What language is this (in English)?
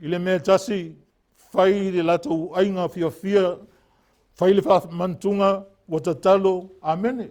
Samoan